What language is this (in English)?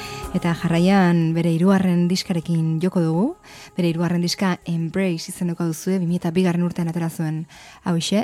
Basque